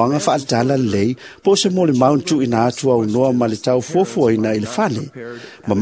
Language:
Samoan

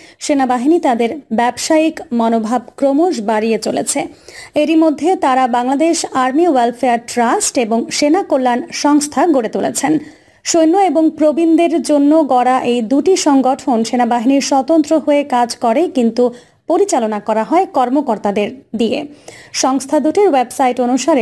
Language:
Bangla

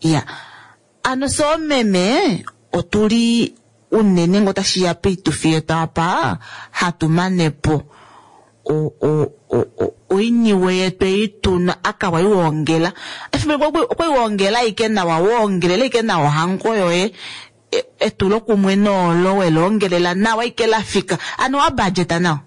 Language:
Kuanyama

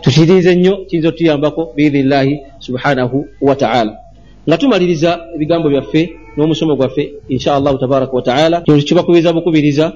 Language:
Ganda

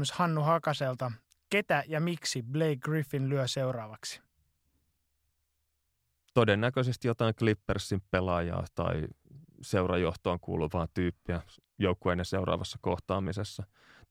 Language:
Finnish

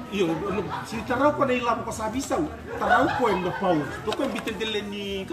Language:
Fijian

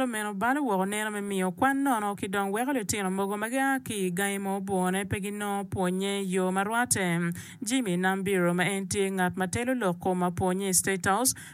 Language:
Acoli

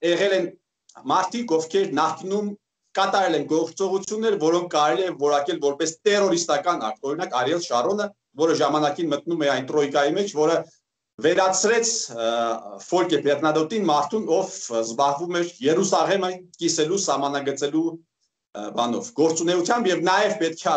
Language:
Armenian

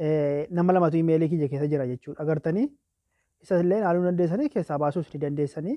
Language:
Oromo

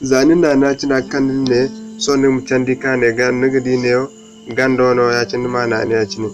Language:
Zarma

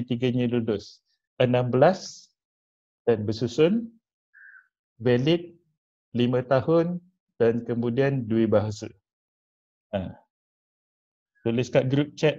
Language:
Malay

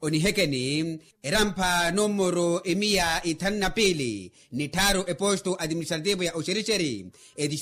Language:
Makhuwa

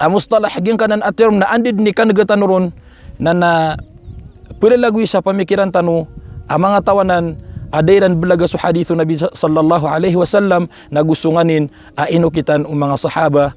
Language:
Maranao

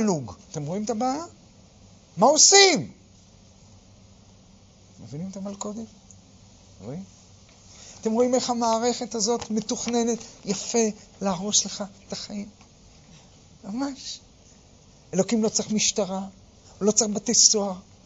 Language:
Hebrew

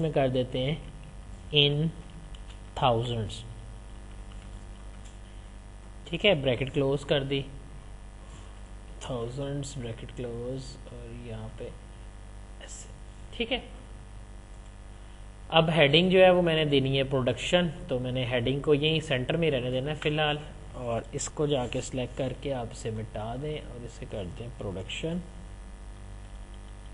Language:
Urdu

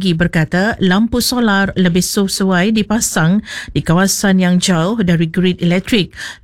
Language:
Malay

